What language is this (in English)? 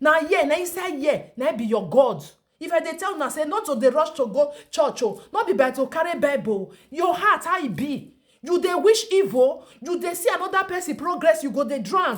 Nigerian Pidgin